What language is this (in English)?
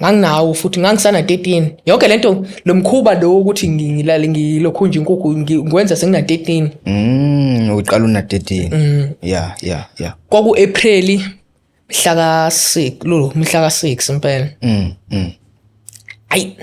Zulu